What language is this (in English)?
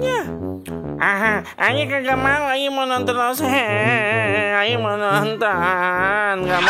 Betawi